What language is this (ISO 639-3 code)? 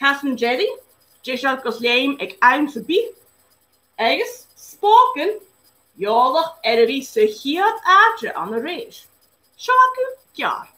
gla